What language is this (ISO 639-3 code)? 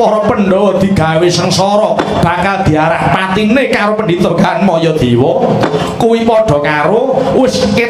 jav